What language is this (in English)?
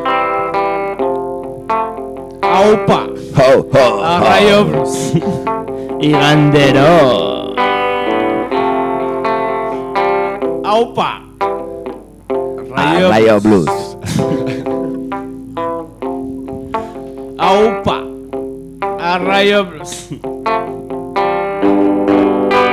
Basque